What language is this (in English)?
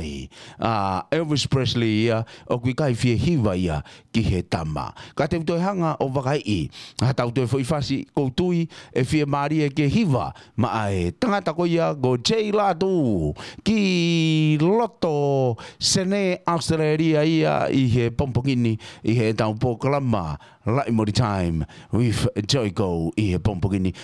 Tongan